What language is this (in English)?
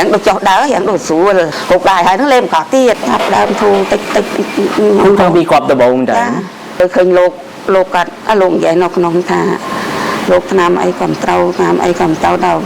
Khmer